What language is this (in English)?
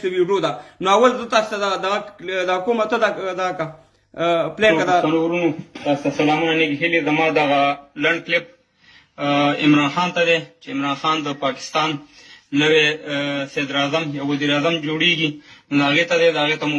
Pashto